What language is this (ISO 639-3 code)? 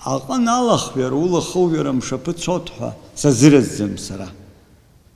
abk